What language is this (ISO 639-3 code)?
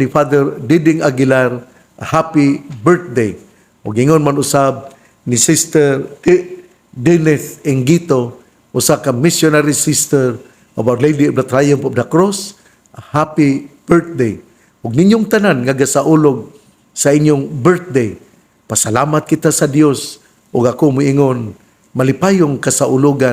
ceb